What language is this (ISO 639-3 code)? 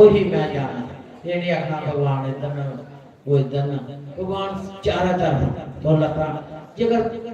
doi